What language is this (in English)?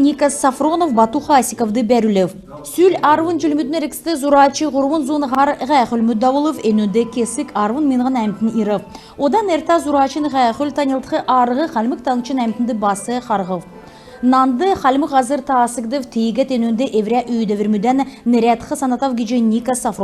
Kalmyk